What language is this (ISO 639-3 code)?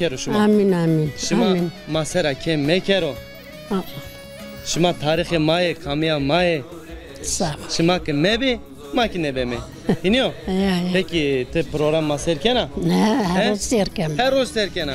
zza